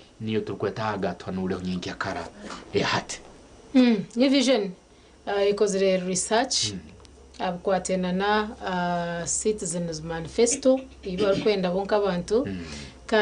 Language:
Nyankole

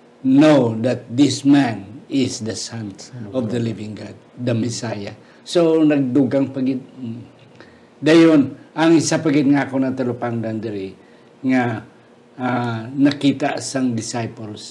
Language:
Hiligaynon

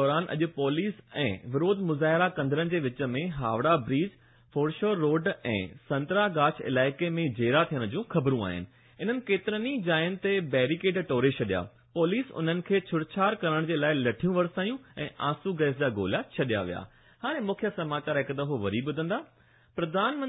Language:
Sindhi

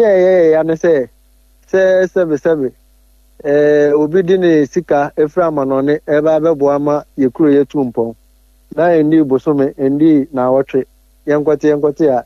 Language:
Akan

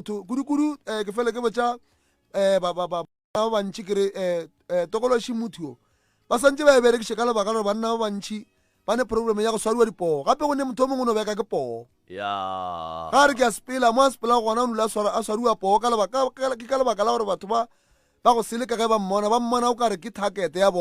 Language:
Northern Sotho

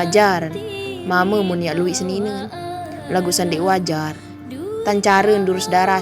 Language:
Sasak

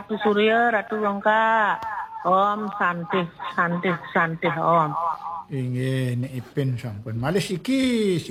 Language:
Balinese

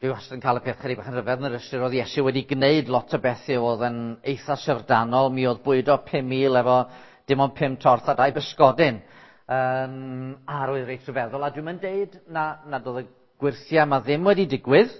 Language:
Welsh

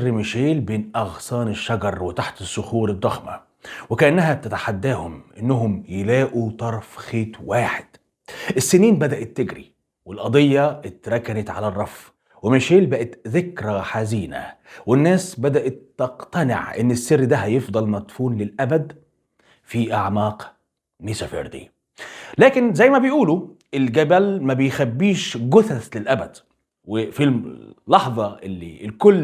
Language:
Egyptian Arabic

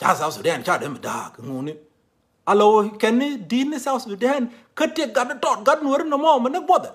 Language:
Nuer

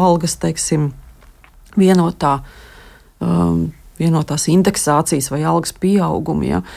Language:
Latvian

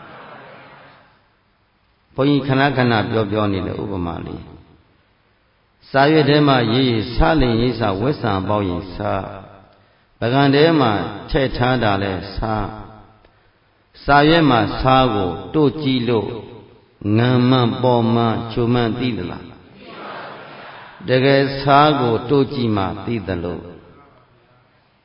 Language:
Burmese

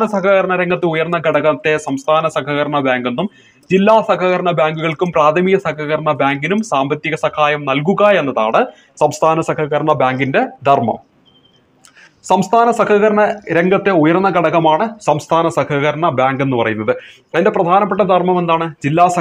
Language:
Malayalam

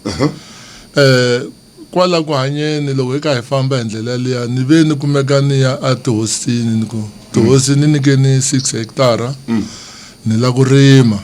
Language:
Tsonga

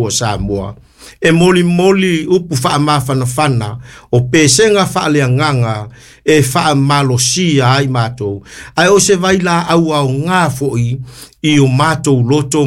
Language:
Samoan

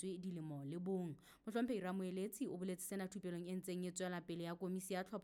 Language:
Southern Sotho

